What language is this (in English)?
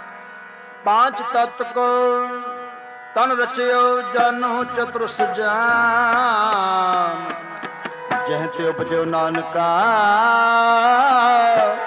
Punjabi